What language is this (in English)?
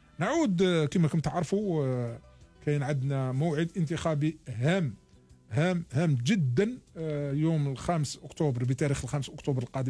Algerian Arabic